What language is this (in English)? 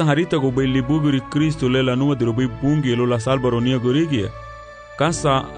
Garifuna